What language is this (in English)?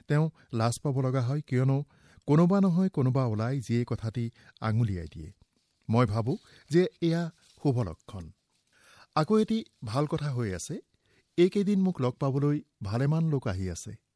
Assamese